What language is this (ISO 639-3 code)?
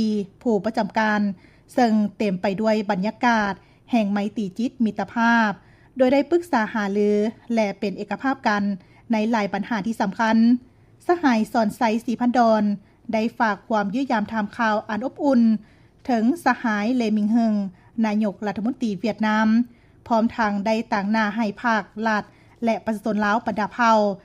lao